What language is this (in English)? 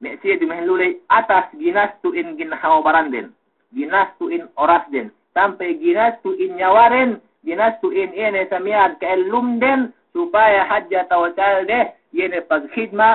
Yakan